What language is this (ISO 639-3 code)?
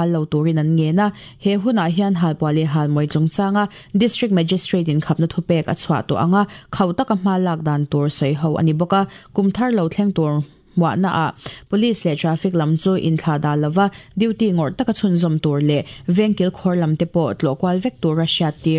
lus